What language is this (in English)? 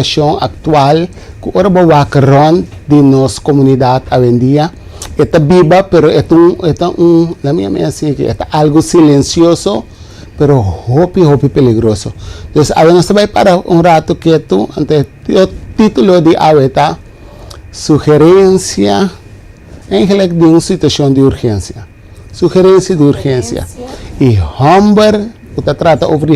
Papiamento